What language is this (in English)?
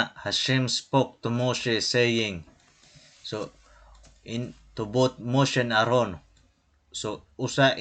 Waray